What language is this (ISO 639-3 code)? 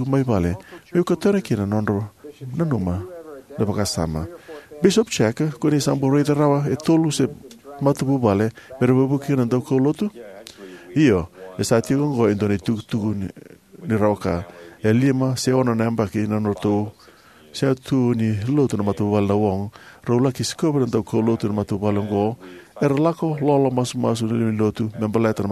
fij